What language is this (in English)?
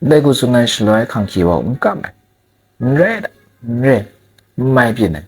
Kachin